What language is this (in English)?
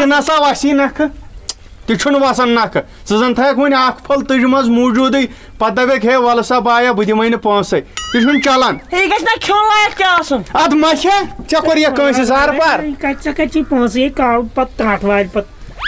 Kashmiri